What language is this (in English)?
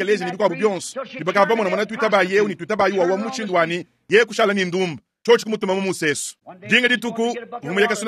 Luba-Lulua